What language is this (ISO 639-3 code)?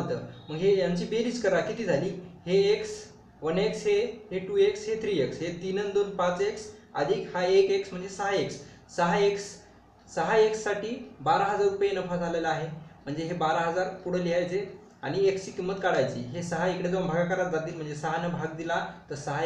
mar